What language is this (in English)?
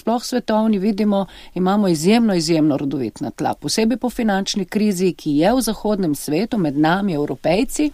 Slovenian